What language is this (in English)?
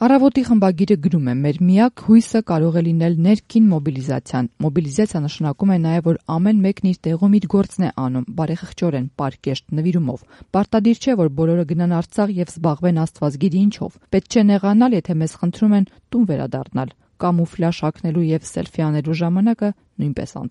Armenian